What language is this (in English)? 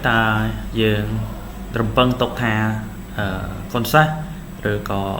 Khmer